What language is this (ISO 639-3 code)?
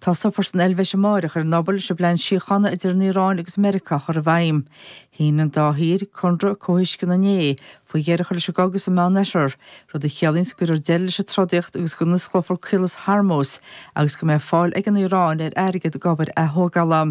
gle